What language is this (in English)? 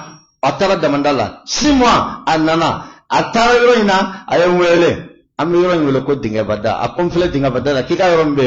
Bambara